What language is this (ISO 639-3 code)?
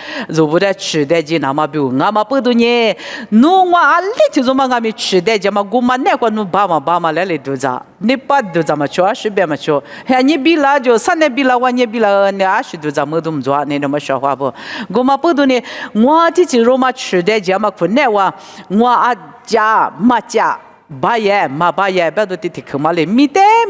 lis